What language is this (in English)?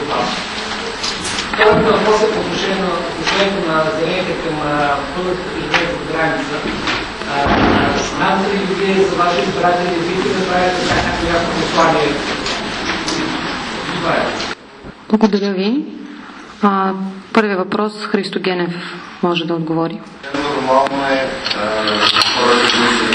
Bulgarian